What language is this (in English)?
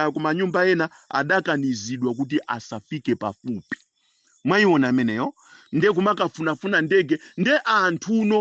Nyanja